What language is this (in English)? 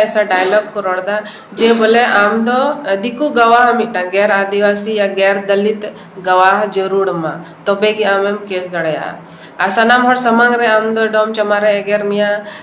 Santali